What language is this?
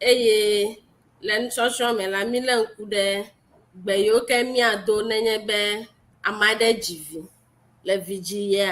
Ewe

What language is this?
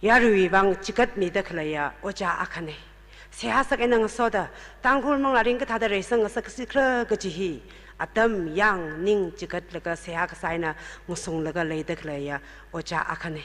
Tangkhul Naga (India)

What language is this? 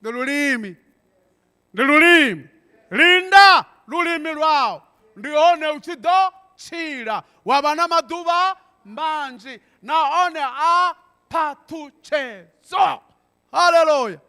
Venda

